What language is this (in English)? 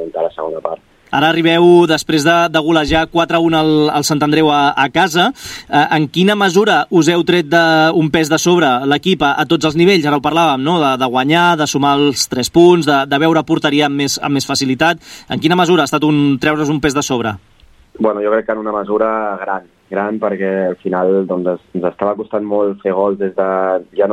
Catalan